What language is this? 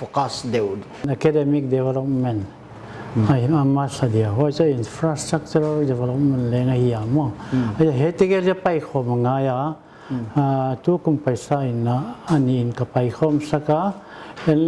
Paite Chin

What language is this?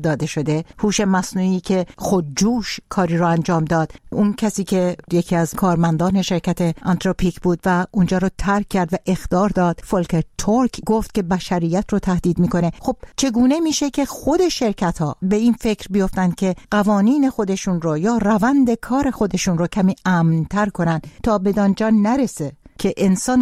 Persian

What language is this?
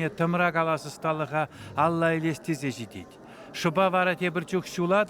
Chuvash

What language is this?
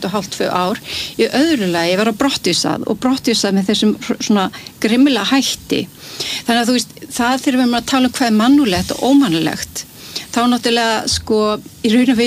Icelandic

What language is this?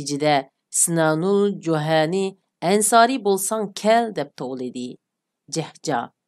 Uyghur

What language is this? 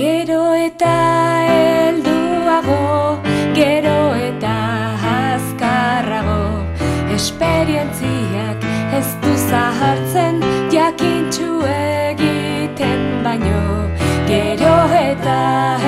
Basque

